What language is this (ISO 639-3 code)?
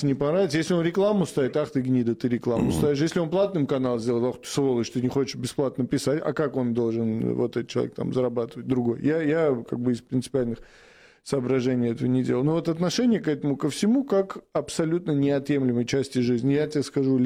rus